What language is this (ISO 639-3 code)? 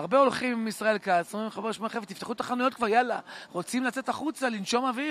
heb